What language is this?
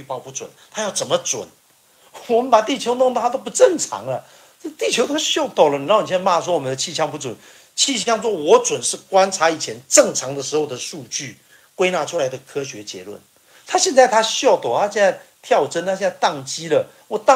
Chinese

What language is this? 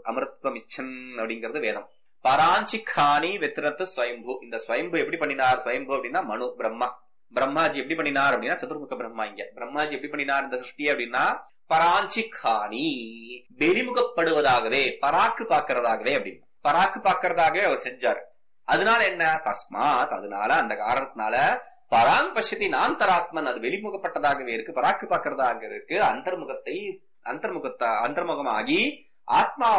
Tamil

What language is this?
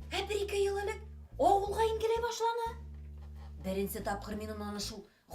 Bashkir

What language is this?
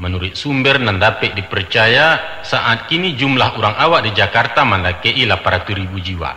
Minangkabau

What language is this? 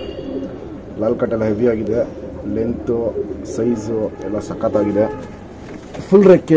Kannada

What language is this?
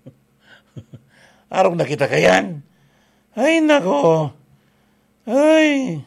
Bikol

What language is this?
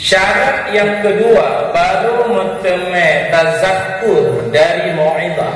Achinese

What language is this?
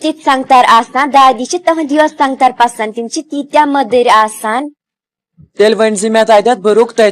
Kashmiri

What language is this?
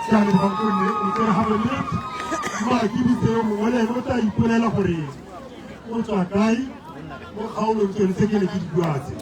Tswana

